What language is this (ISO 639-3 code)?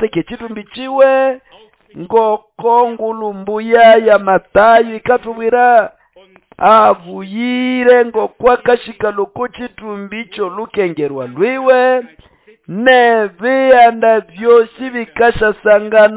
nnb